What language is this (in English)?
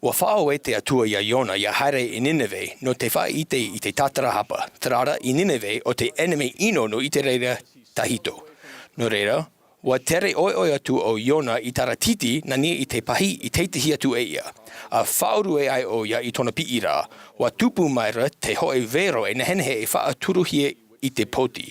Tahitian